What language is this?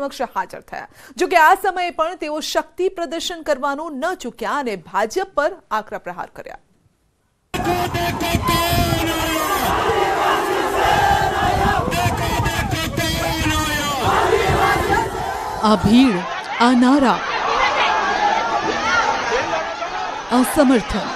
Gujarati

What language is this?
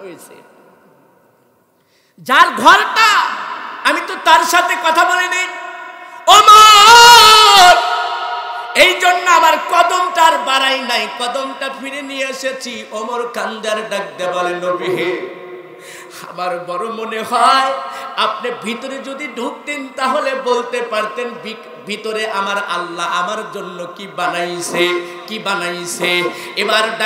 Bangla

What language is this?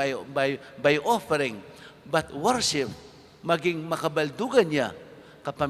Pampanga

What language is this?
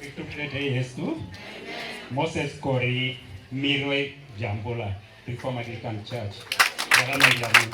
Teso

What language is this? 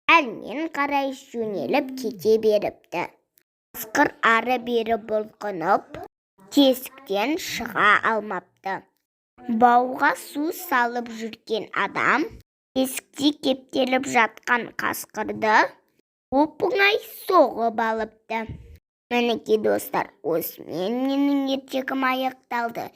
Kazakh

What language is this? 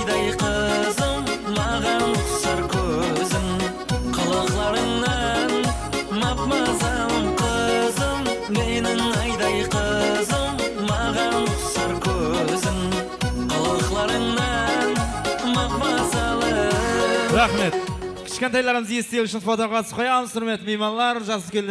Kara-Kalpak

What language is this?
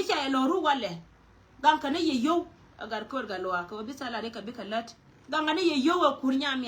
Nuer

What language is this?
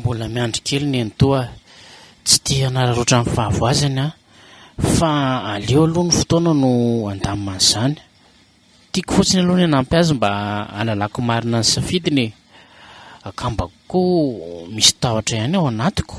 Malagasy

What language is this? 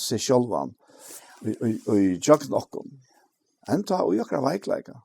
Faroese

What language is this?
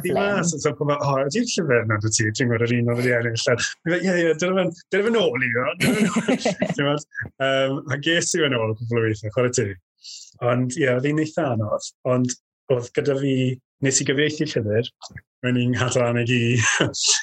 Welsh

